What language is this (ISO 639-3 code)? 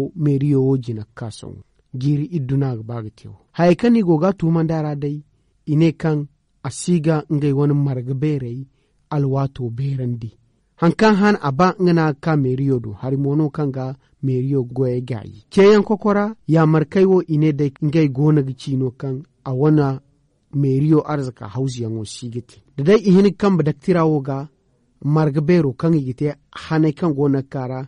dje